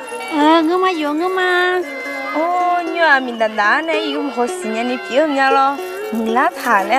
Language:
Akha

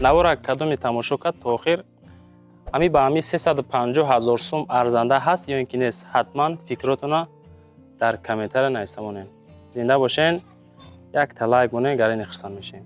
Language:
Tajik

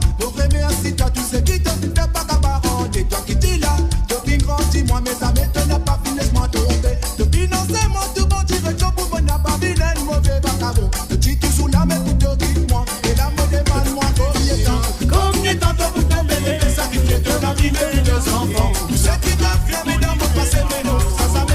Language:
Morisyen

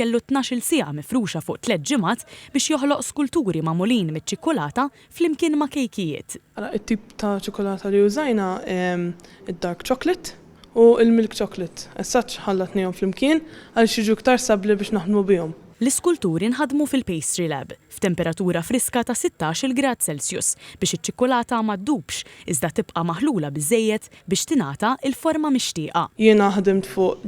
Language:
Maltese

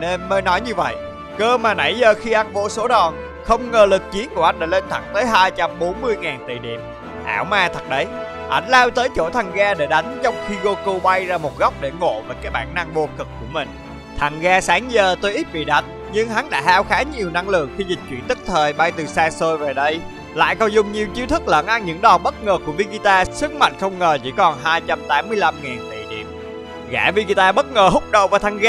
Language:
Vietnamese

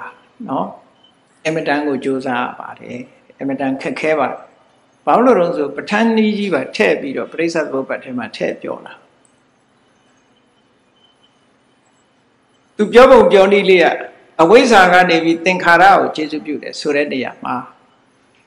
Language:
Burmese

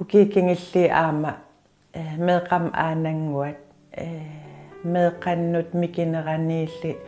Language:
Kalaallisut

